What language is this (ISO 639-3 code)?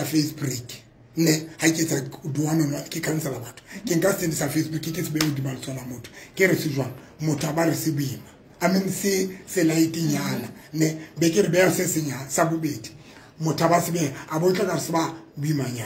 tsn